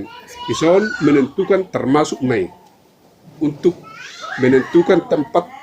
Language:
Batak Toba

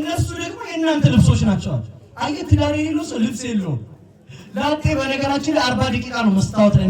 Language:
Amharic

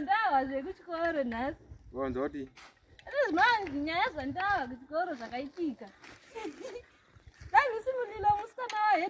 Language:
Shona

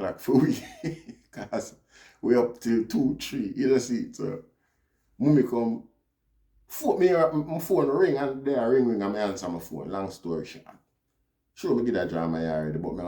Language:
Jamaican Creole English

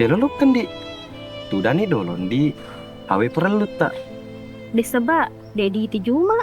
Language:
Buginese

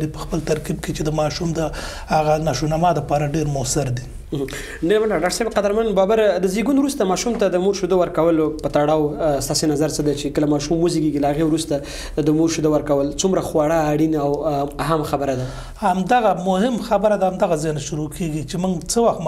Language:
Pashto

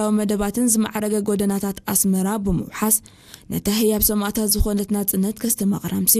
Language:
Tigrinya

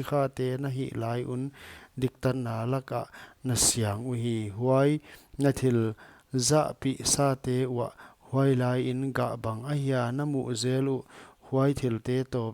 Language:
Paite Chin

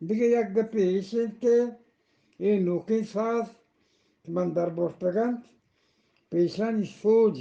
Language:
Eastern Balochi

